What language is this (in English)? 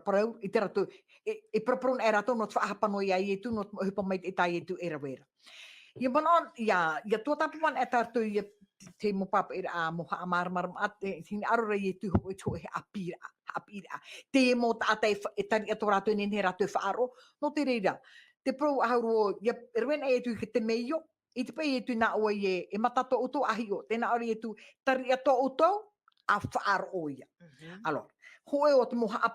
Tahitian